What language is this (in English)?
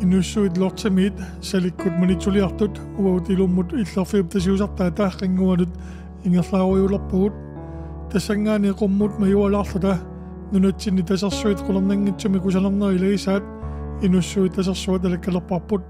Kalaallisut